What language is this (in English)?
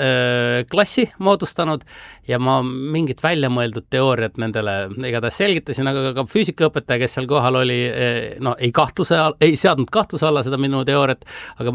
Estonian